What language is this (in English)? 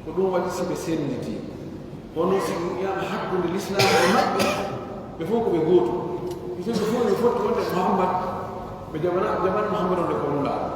Pular